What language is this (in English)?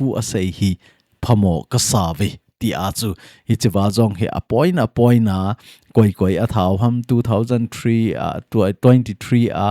Thado Chin